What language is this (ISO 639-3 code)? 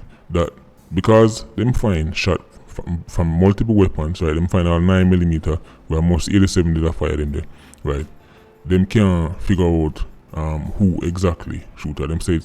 jam